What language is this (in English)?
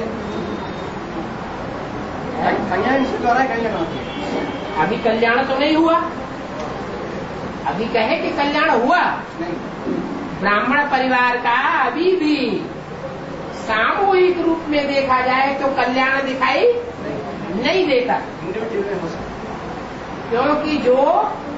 Hindi